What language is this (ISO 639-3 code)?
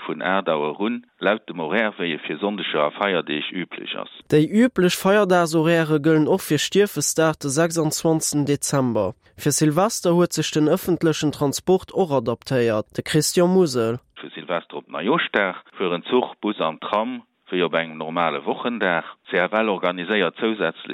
ltz